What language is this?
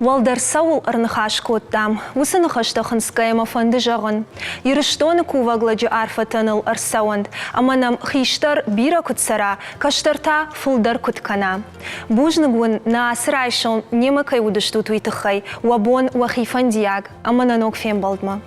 Ossetic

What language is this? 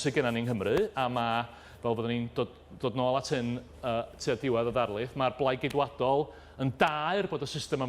Welsh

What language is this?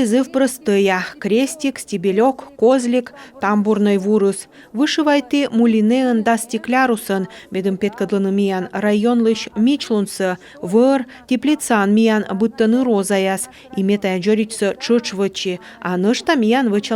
Komi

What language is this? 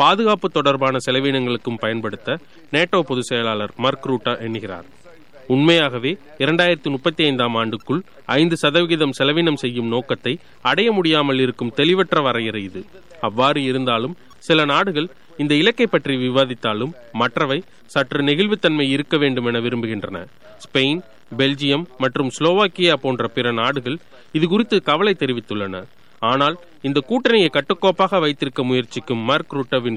Tamil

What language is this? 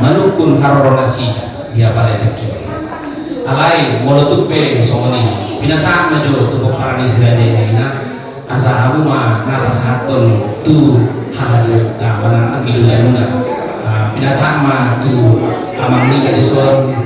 Batak Toba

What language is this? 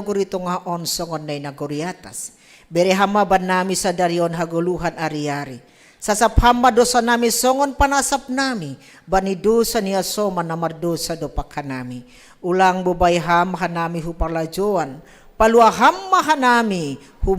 Batak Simalungun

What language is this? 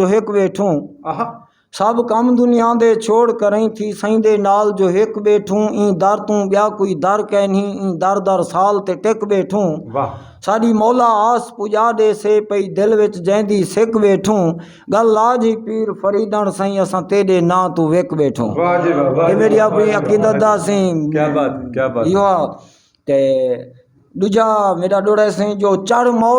Saraiki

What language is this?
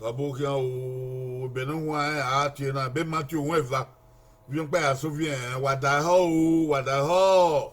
Bini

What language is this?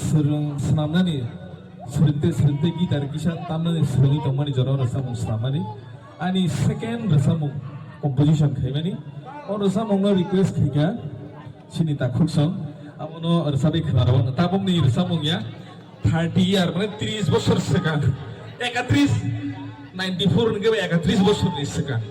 Kok Borok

